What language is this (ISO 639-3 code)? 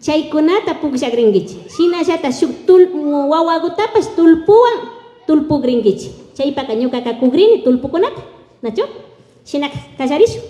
qvi